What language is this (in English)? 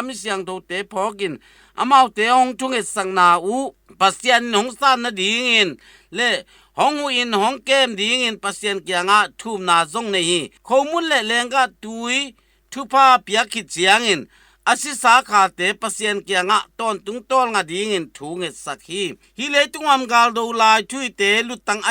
Tedim Chin